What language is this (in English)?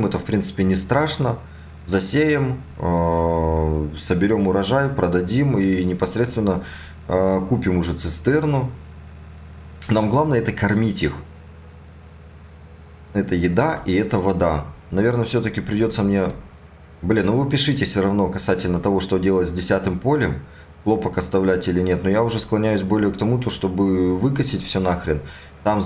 Russian